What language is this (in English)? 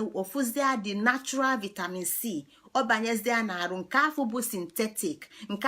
Igbo